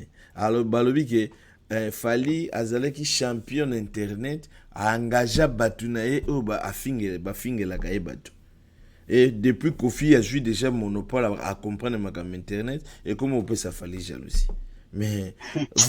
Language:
Lingala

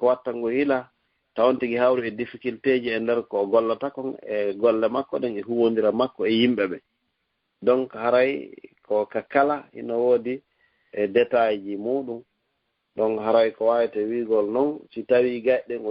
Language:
Fula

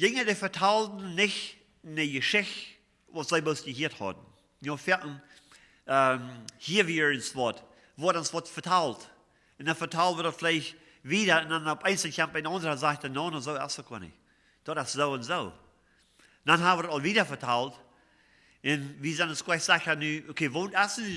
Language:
Plautdietsch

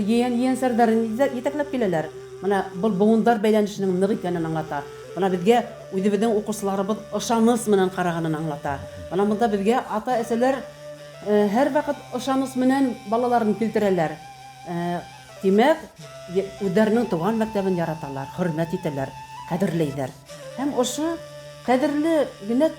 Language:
Bashkir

